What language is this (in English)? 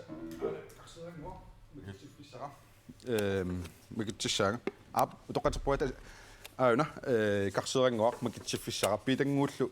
Kalaallisut